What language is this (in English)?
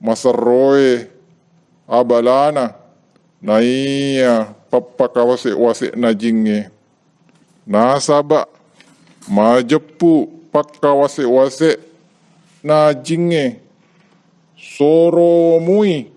Buginese